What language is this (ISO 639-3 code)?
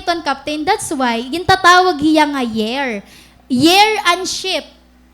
war